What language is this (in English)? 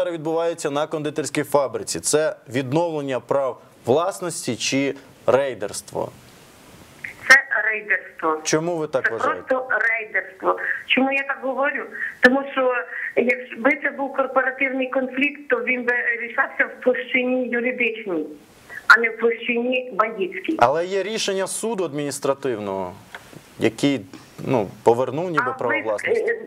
Ukrainian